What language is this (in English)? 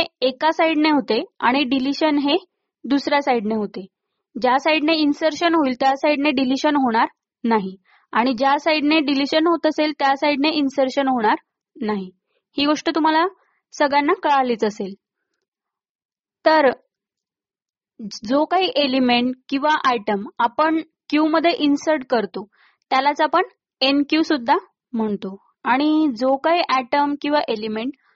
Marathi